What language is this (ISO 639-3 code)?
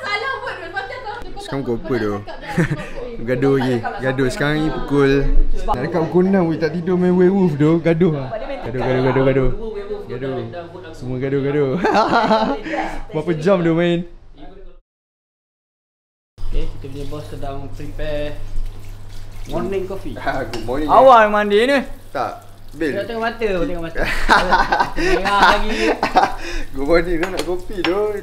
msa